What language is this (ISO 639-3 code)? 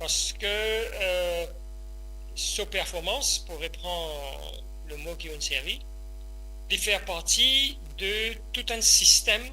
mfe